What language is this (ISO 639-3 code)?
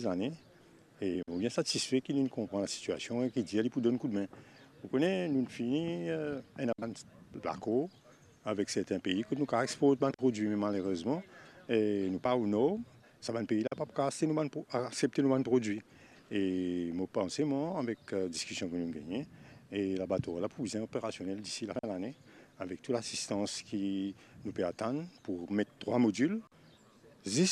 mfe